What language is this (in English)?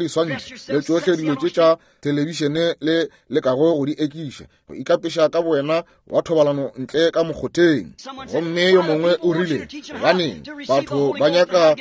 Northern Sotho